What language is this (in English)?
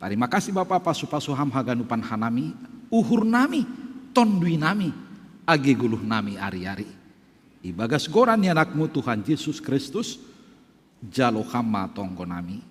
Batak Simalungun